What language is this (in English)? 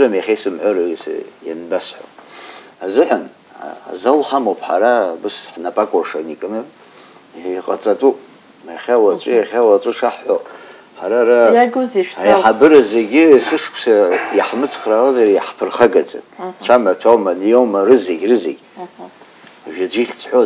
Abkhazian